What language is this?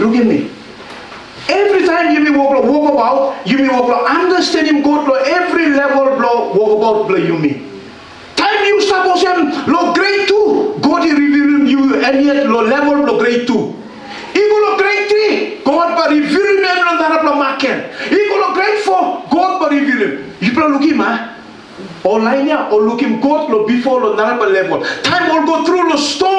Tok Pisin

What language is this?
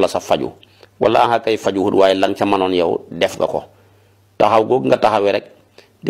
Wolof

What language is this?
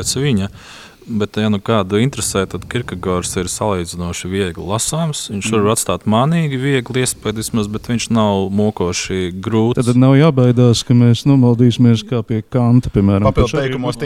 Latvian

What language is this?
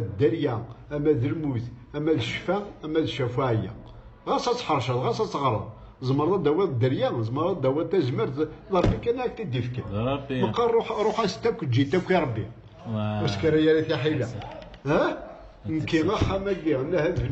Kabyle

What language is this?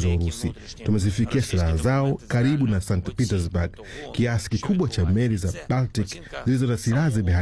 Swahili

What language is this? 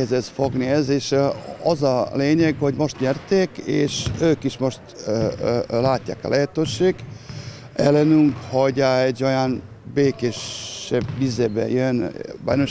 Hungarian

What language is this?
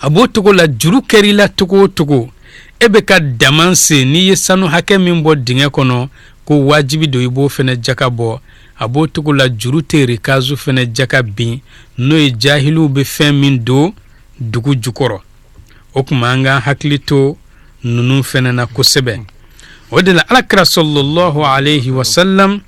Bambara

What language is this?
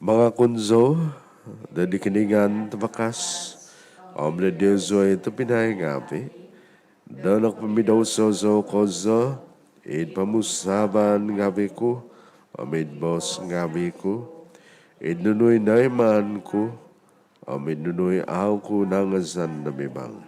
Central Dusun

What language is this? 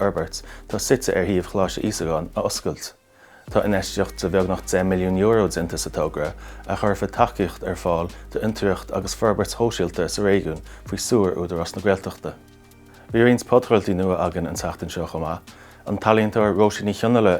Irish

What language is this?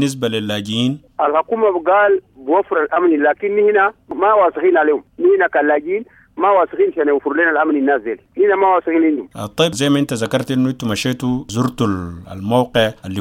Sudanese Arabic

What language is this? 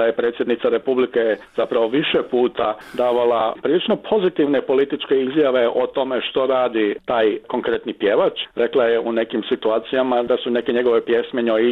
Croatian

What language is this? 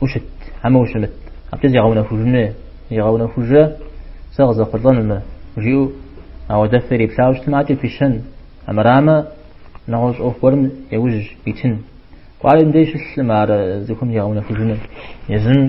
Kabardian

